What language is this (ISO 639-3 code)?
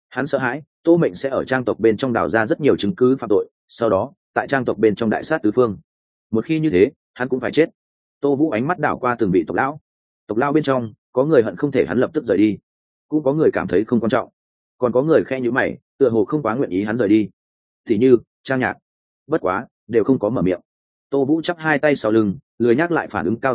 vie